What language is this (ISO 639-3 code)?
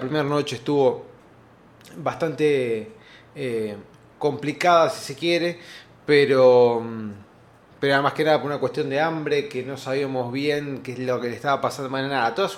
spa